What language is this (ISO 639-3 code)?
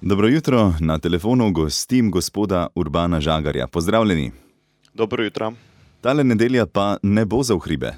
slv